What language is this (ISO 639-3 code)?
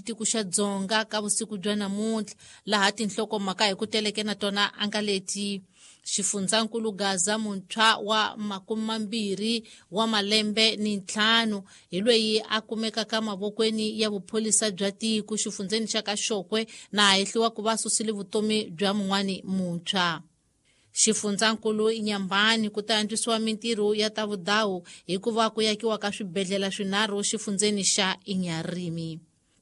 tso